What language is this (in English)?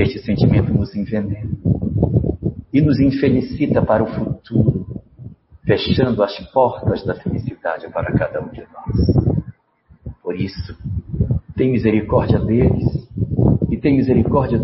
Portuguese